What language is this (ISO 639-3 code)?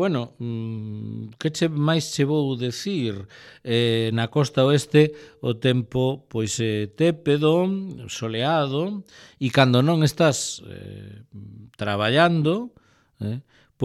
glg